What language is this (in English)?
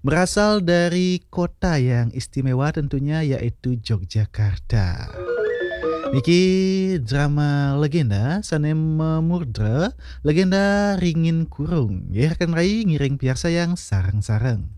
Balinese